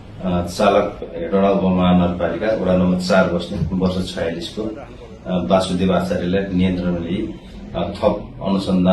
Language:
Nepali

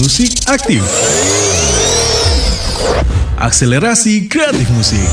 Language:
Indonesian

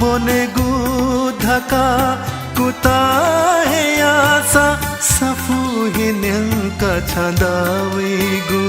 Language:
Newari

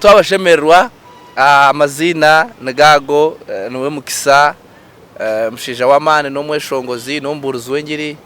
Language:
Nyankole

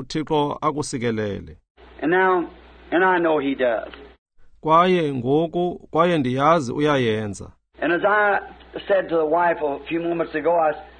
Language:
Xhosa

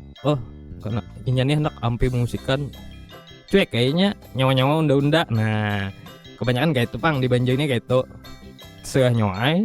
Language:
Banjar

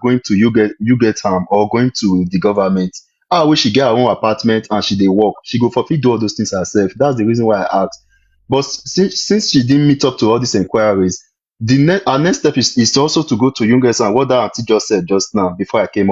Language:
Nigerian Pidgin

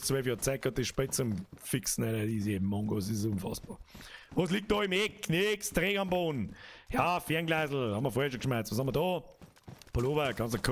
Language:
Bavarian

